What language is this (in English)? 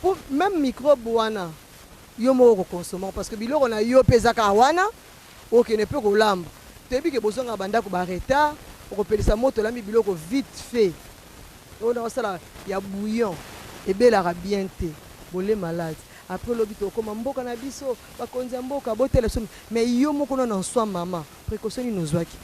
Lingala